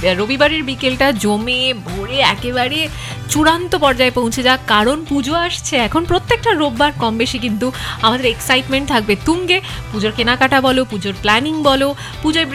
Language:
Bangla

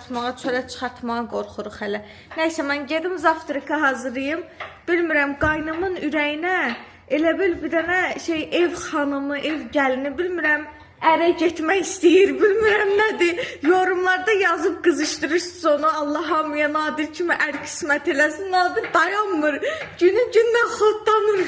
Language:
Azerbaijani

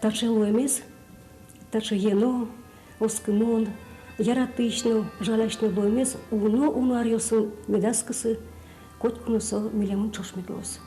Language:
Udmurt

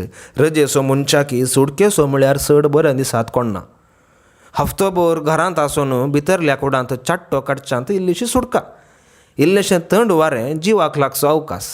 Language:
Konkani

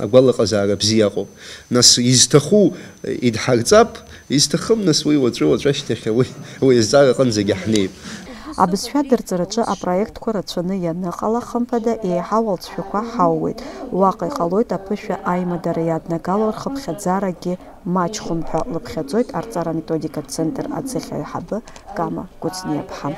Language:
Abkhazian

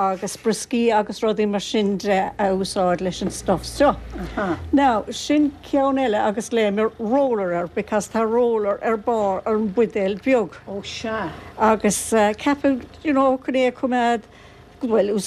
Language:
Irish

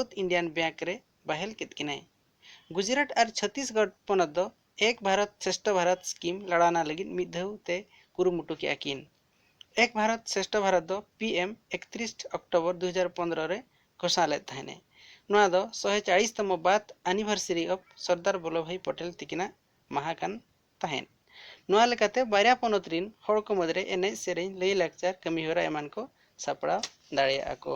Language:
Santali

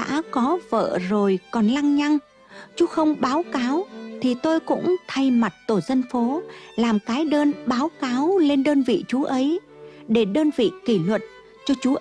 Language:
Vietnamese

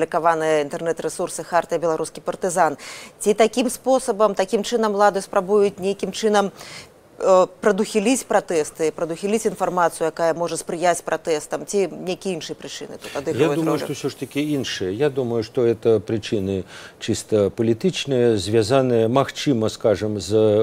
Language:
Belarusian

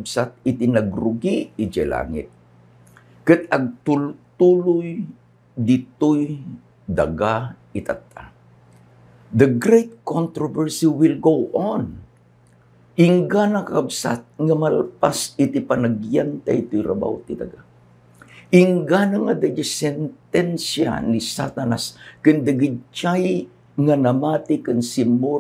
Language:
Iloko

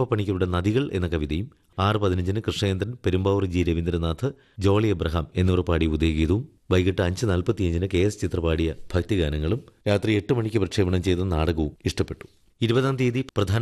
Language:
Malayalam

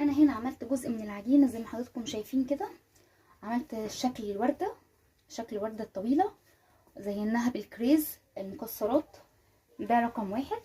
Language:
Egyptian Arabic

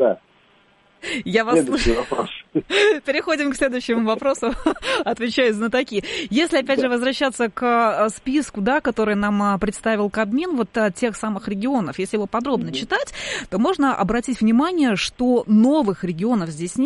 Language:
Russian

